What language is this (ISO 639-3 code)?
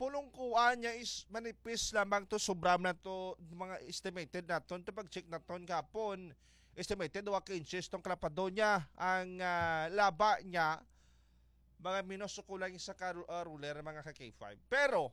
hil